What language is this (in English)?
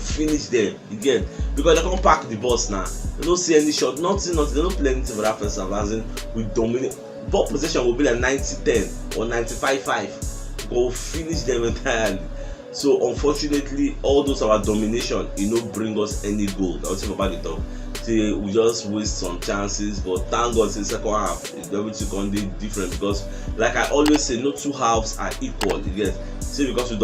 Nigerian Pidgin